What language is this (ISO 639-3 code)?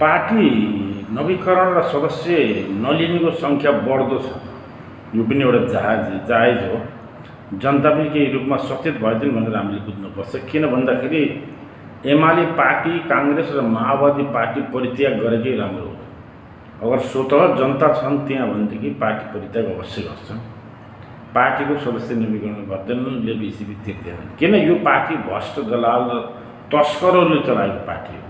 nep